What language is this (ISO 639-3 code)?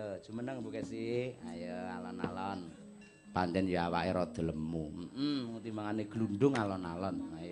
jav